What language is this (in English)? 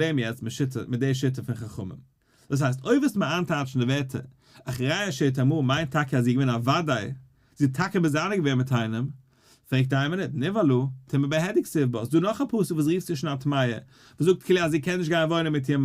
Yiddish